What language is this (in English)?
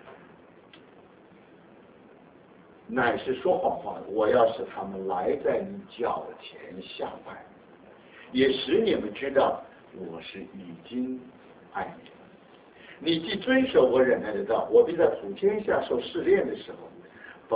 Chinese